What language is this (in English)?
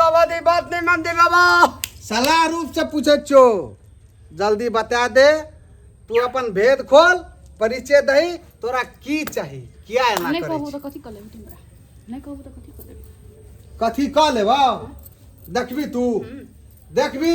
Maithili